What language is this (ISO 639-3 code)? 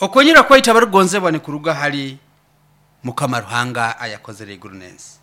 nyo